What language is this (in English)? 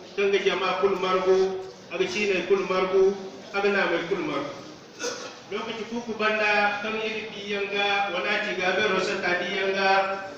Zarma